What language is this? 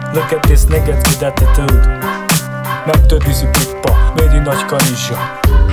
Hungarian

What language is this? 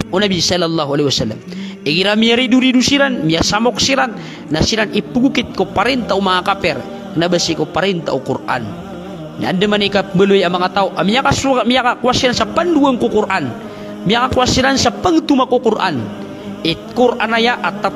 Maranao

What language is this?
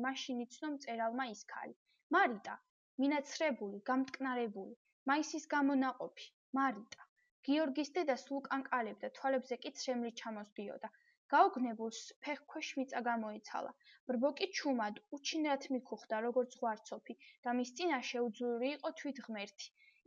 Georgian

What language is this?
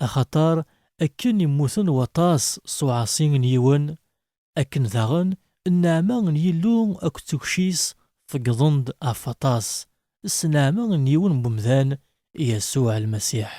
Kabyle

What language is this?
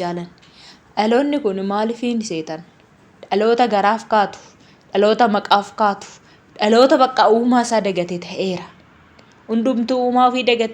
Oromo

